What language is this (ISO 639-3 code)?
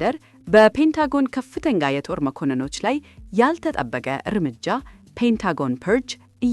amh